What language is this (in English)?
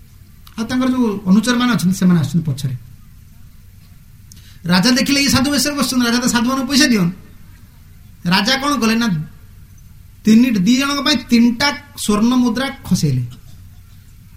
Odia